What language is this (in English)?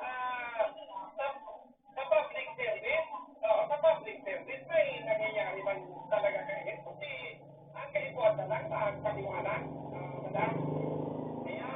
Bikol